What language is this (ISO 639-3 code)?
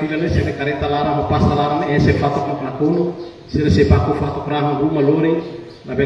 tet